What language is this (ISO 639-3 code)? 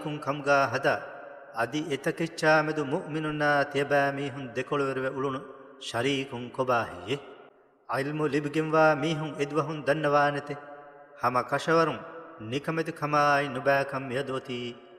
div